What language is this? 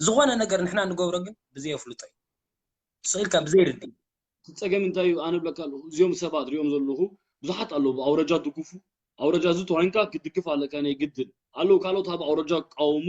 Tigrinya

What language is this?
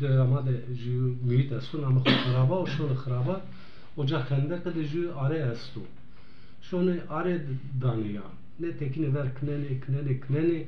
Zaza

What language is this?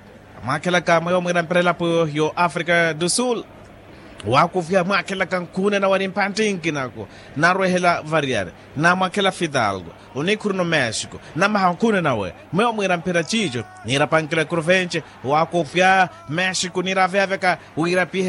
Makhuwa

